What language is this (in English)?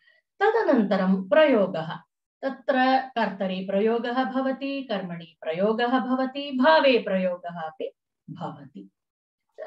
Sanskrit